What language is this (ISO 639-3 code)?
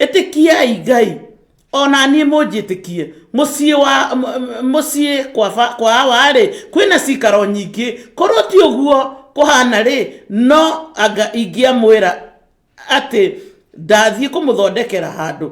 kik